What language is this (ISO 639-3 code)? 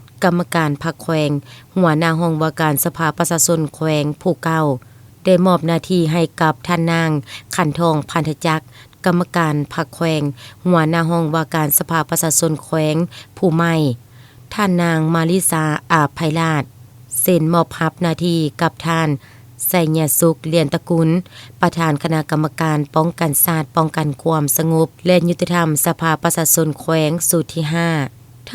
lao